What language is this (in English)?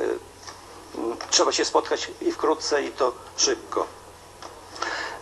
Polish